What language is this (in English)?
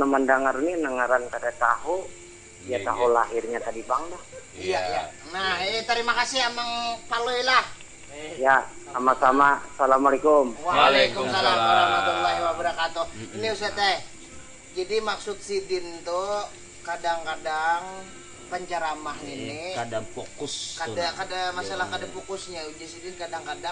Banjar